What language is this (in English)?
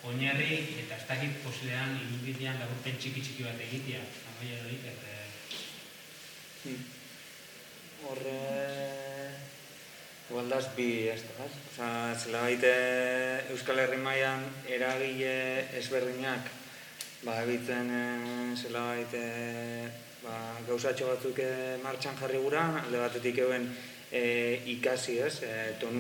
Basque